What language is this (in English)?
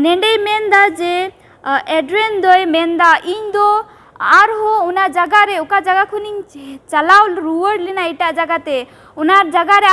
Santali